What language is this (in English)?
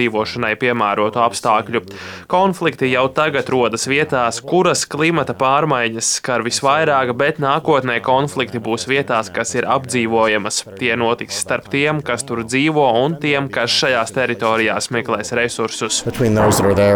Latvian